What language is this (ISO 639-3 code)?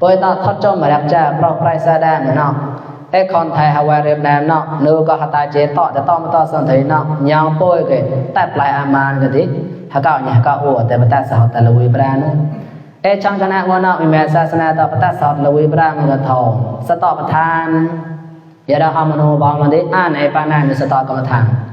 mnw